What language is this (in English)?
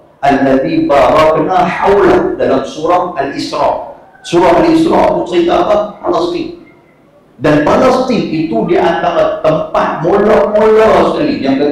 Malay